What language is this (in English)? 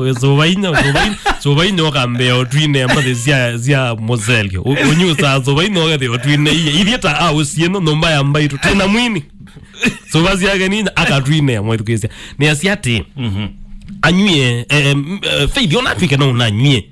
Kamba